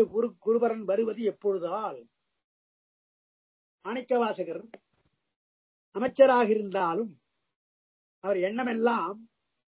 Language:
Tamil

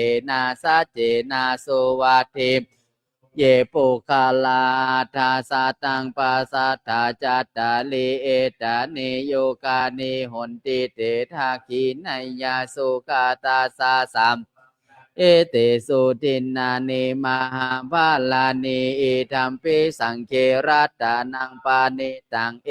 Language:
Pali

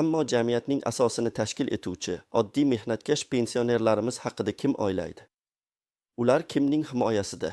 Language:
Uzbek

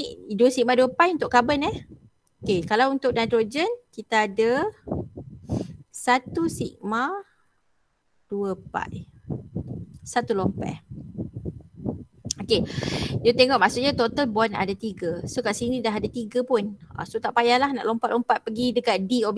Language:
Malay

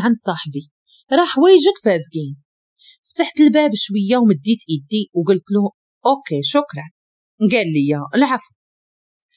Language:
Moroccan Arabic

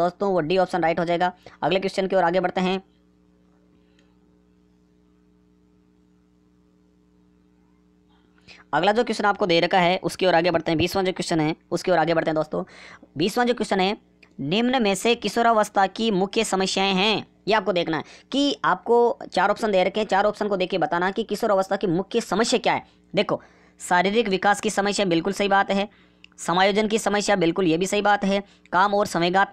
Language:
Hindi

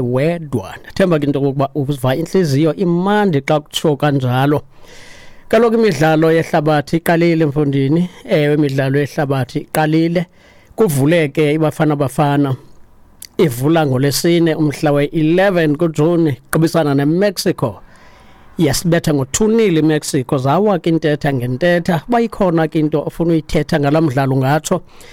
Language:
Xhosa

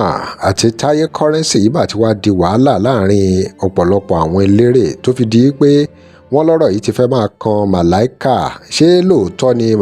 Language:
Yoruba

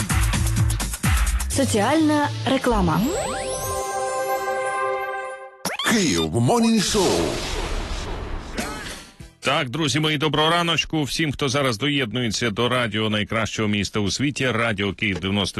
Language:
Ukrainian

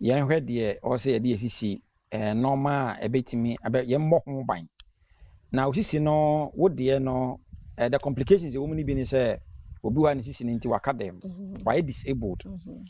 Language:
Akan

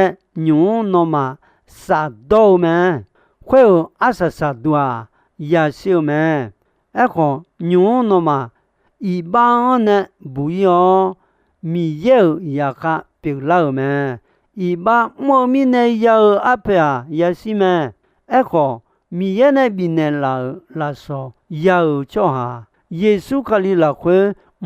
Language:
Akha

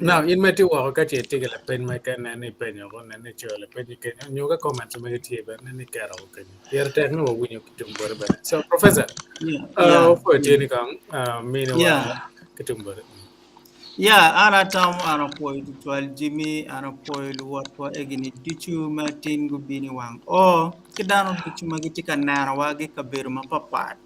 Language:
Acoli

